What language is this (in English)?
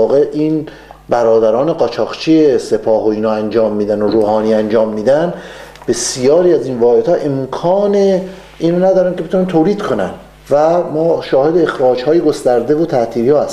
Persian